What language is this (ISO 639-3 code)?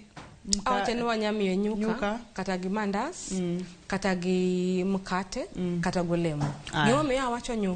luo